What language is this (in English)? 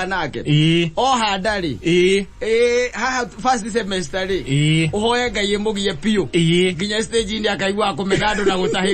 Kikuyu